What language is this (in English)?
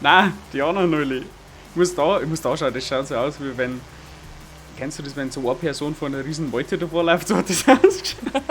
Bavarian